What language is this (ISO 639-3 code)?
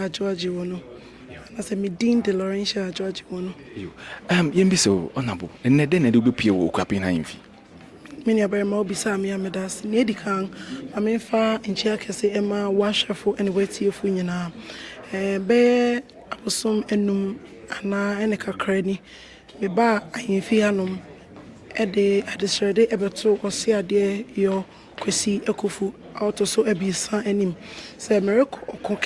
aka